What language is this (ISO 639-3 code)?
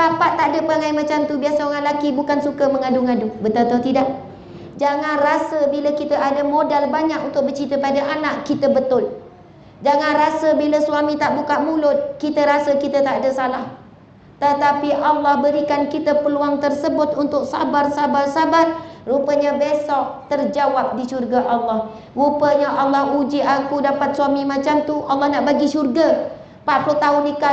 msa